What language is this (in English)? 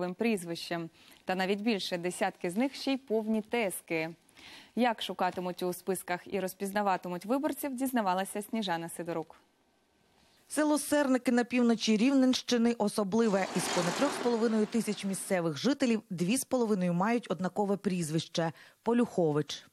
Ukrainian